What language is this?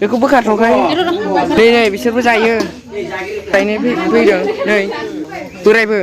Bodo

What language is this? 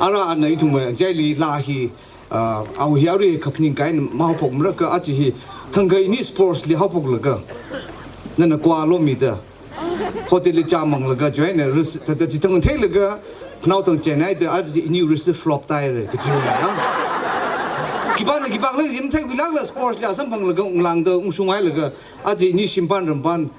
Tangkhul Naga (India)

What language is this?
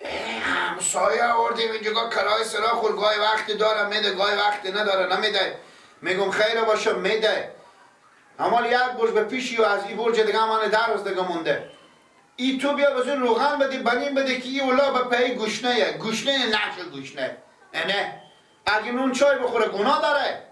Persian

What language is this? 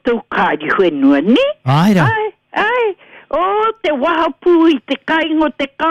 Māori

